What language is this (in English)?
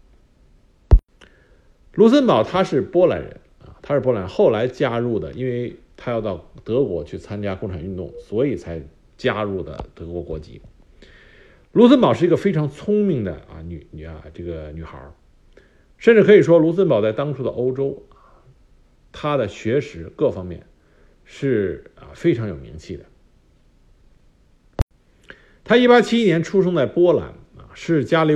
Chinese